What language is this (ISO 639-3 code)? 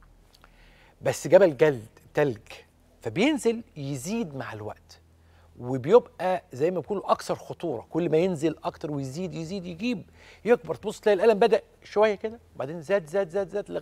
arz